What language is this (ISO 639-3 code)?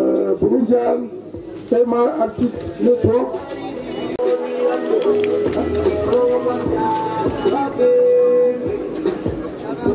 run